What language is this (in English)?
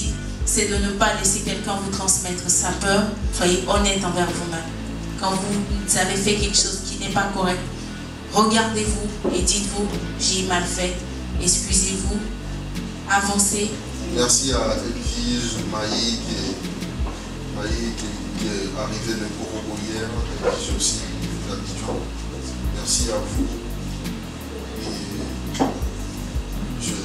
French